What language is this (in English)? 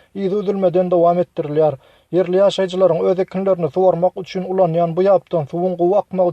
Turkmen